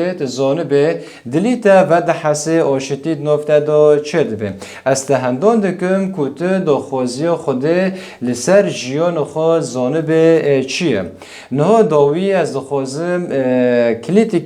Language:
Kurdish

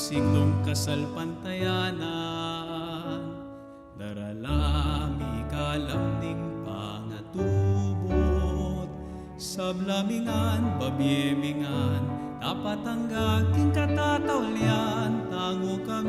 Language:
Pampanga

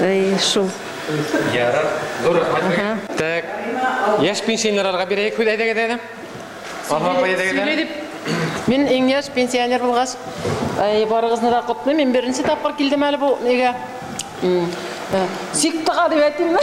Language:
Bashkir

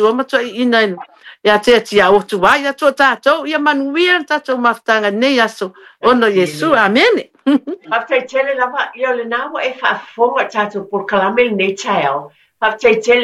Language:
Samoan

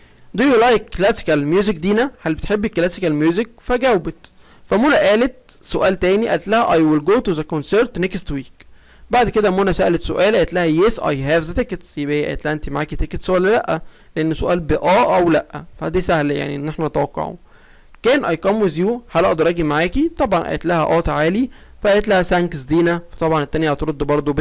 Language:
Egyptian Arabic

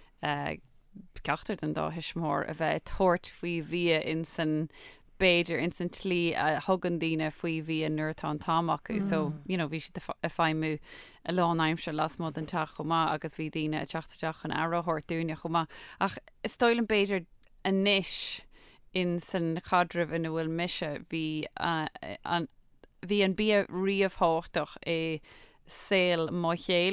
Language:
Irish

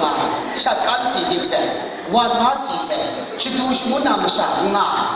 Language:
Kachin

